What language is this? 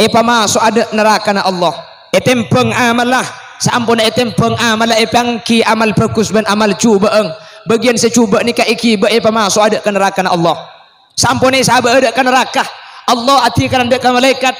Madurese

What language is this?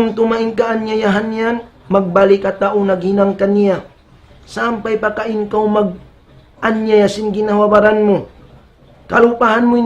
Tausug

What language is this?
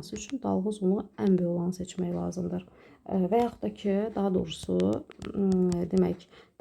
Azerbaijani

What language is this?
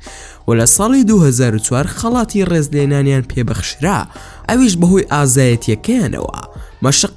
Central Kurdish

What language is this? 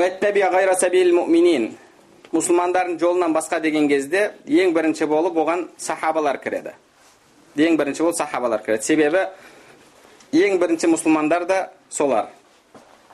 Kazakh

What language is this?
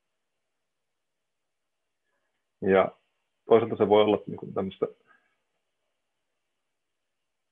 Finnish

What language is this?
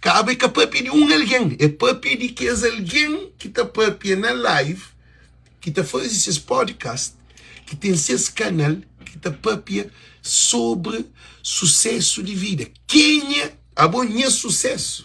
Kabuverdianu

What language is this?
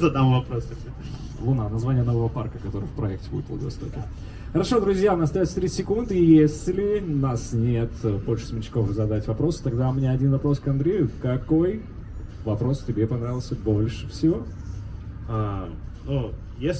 Russian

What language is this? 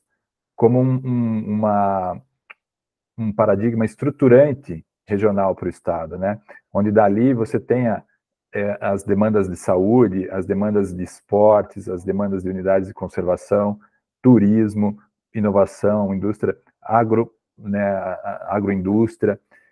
Portuguese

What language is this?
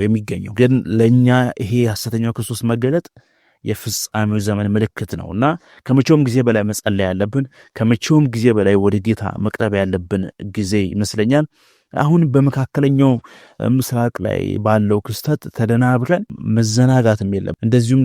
Amharic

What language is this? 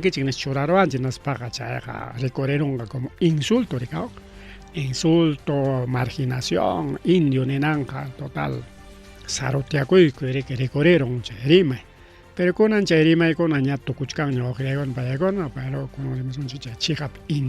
Ayacucho Quechua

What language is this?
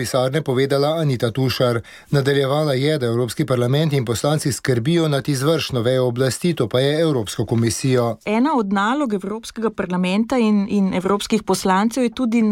Slovenian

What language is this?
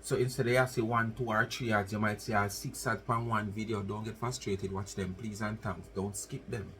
Jamaican Creole English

